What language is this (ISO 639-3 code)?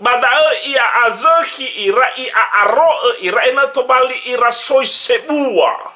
nia